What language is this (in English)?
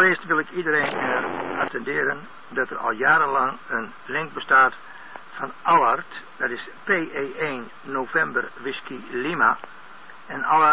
Dutch